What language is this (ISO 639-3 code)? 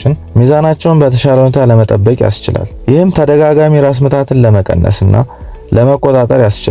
amh